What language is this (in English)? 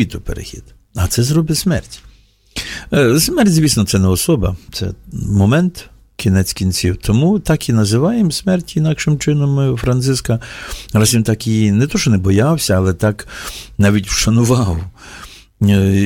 Ukrainian